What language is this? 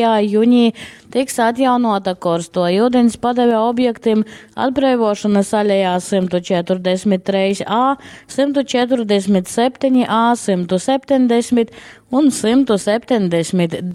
Latgalian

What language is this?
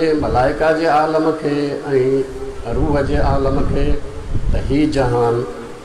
Sindhi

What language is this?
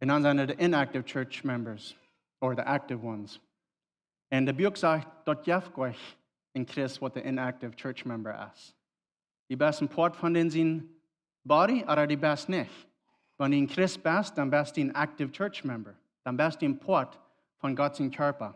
Plautdietsch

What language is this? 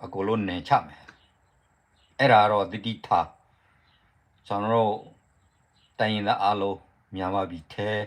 S'gaw Karen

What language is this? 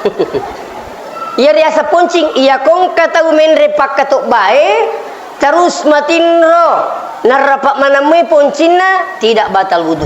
Buginese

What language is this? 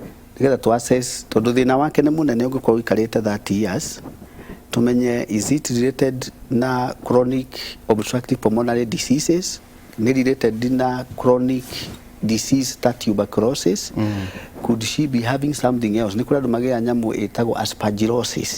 Kikuyu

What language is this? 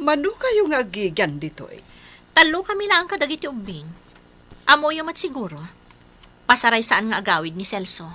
Iloko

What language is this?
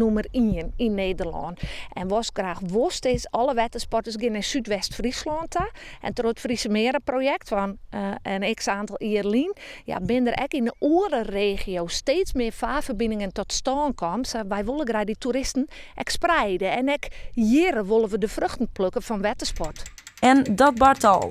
Western Frisian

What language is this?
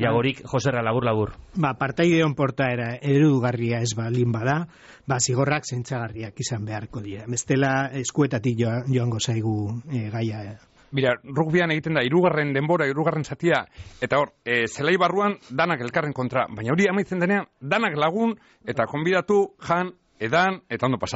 Basque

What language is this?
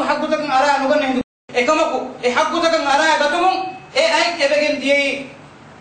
Divehi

